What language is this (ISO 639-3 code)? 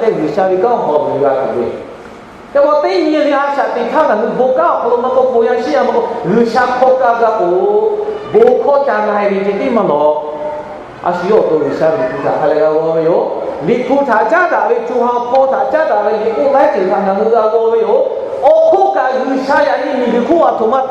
lhu